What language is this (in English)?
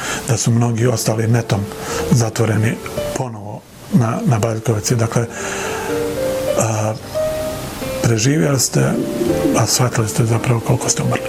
Bosnian